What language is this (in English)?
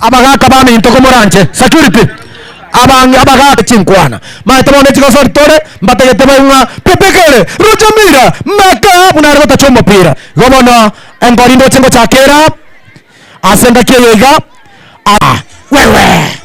Gusii